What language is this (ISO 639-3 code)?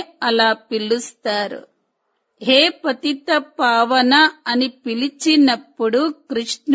tel